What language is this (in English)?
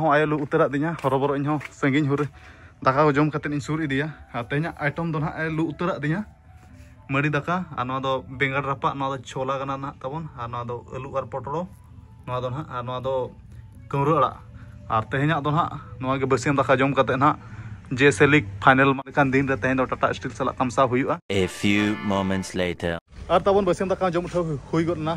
Santali